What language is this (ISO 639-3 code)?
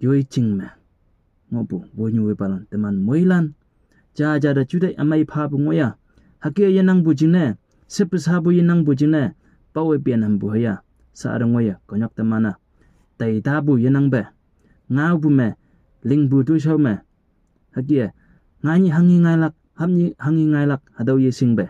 nbe